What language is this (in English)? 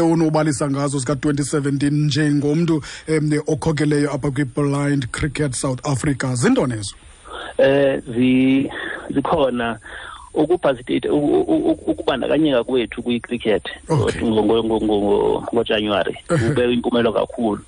Xhosa